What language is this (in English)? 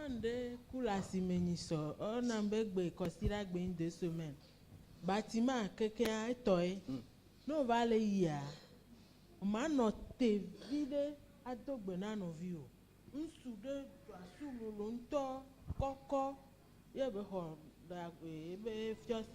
Ewe